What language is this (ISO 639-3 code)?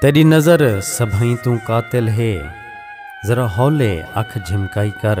skr